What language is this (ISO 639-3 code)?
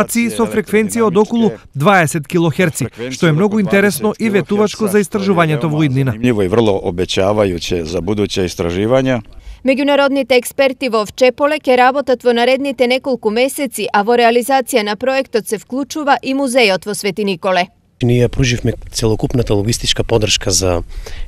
mkd